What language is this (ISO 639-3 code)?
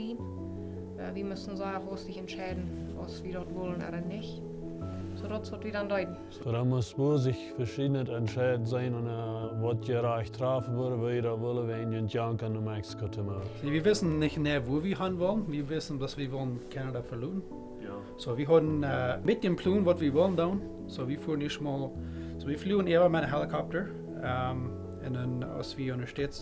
pdt